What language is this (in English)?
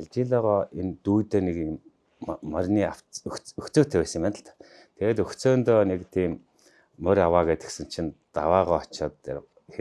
Mongolian